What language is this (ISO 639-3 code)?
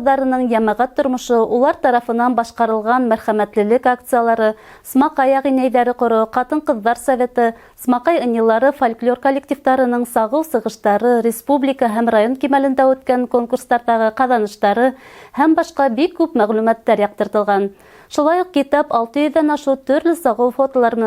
bak